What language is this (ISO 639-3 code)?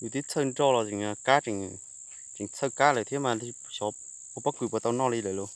hmn